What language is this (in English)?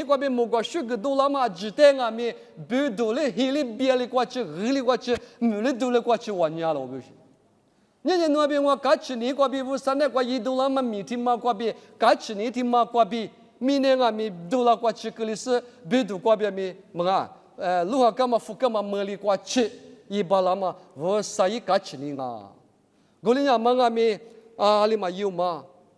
Lisu